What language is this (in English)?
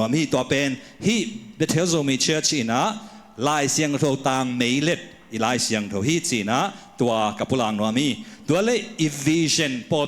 Tedim Chin